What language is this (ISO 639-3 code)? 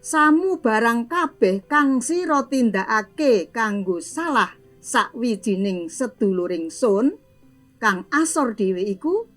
jav